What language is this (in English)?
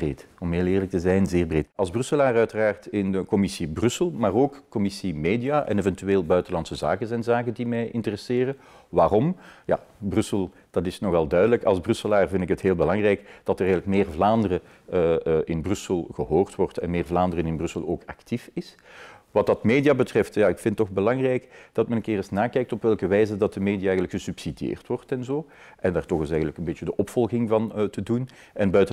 Dutch